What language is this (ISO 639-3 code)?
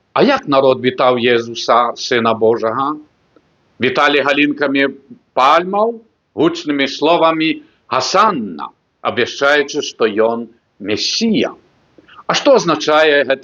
bel